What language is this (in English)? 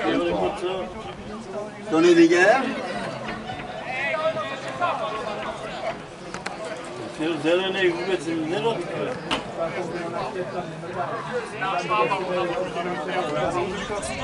Czech